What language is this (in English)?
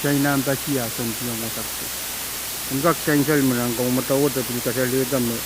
Pohnpeian